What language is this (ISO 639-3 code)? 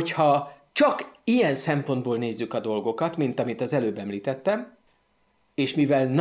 hun